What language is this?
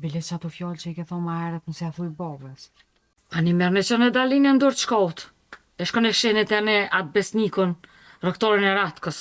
Albanian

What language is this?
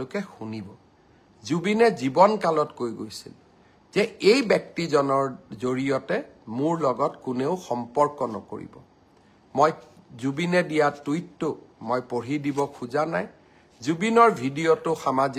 Assamese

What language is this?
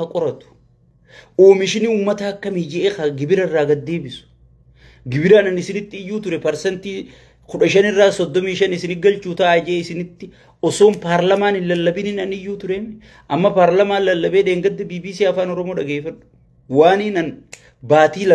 Oromo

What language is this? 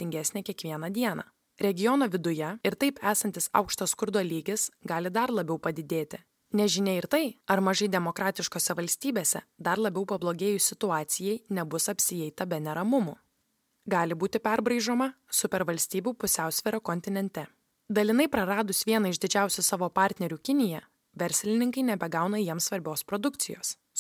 Lithuanian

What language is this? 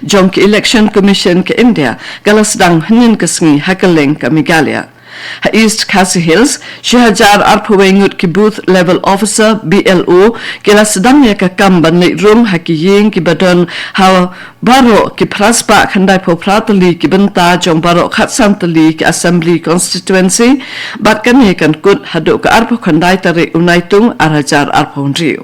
Khasi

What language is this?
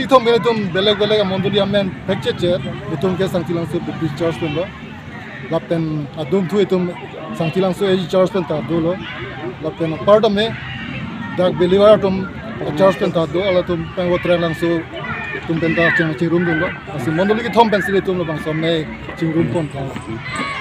Karbi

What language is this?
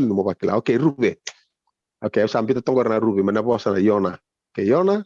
Fijian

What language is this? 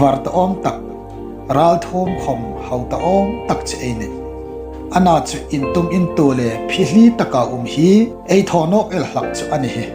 Hmar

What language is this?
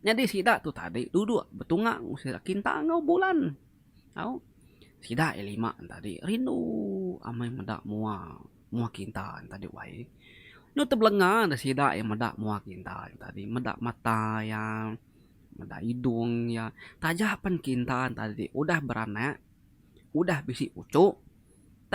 Iban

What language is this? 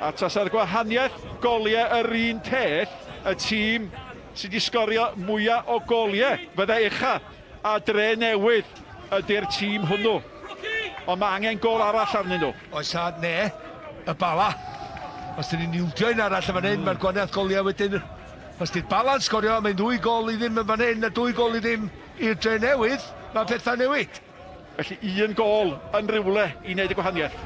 Welsh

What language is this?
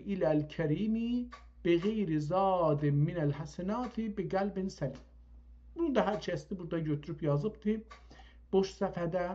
South Azerbaijani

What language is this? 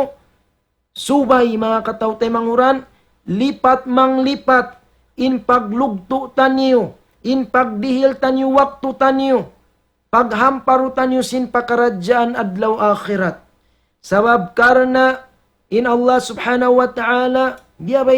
Tausug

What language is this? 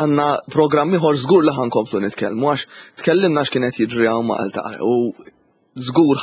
Maltese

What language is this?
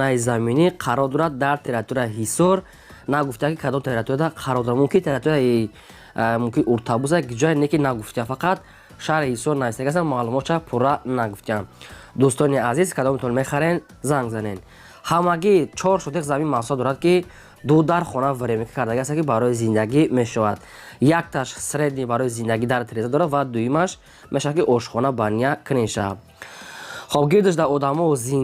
Tajik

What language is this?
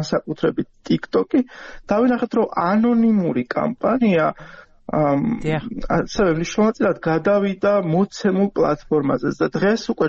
Georgian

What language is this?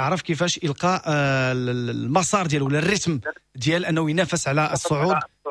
Moroccan Arabic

